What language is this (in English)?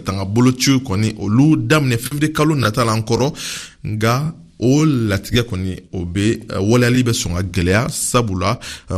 Bambara